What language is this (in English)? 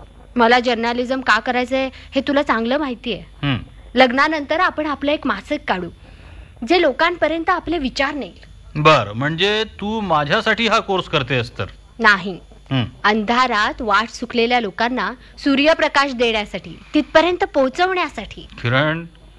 Marathi